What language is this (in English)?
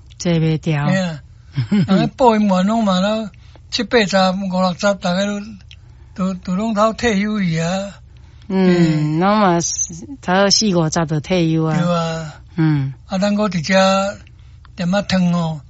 Min Nan Chinese